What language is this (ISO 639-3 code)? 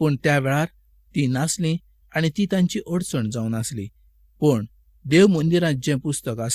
kok